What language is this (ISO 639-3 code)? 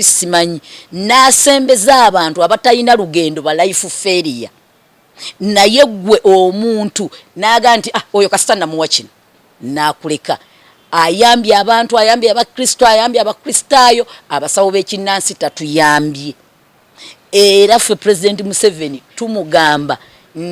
lug